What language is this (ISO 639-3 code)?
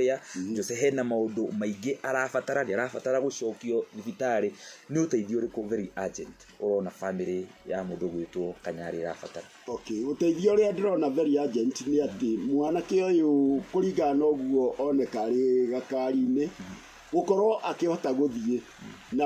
kik